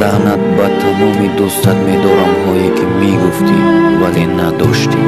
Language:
Tajik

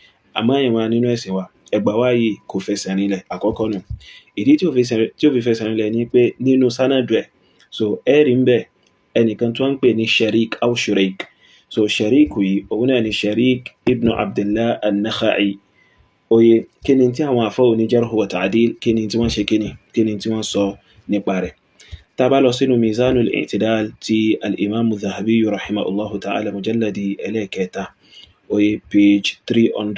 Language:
Yoruba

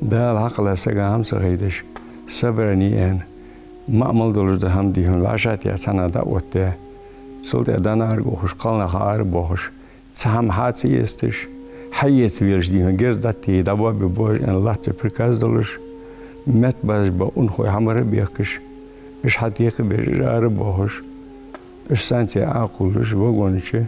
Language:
Ingush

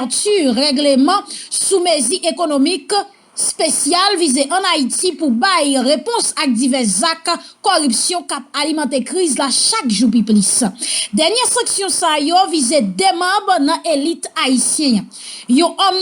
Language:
Haitian Creole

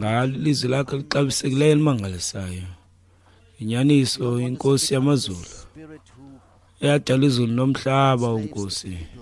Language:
Xhosa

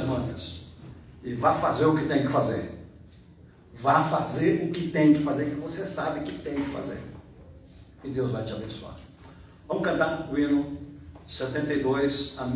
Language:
Portuguese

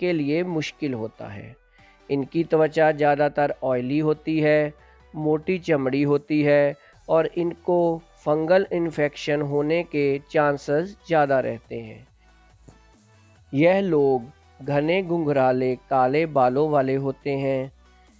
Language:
Hindi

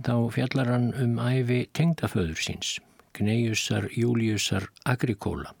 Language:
Icelandic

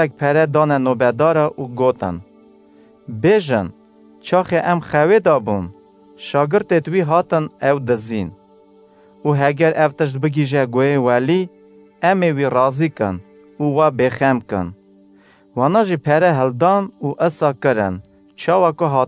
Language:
Kurdish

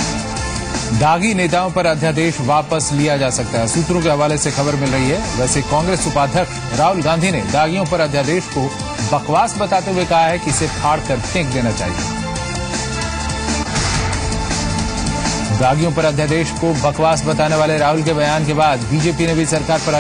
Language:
Hindi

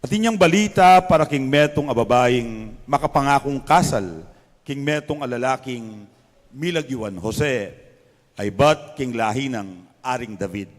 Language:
Pampanga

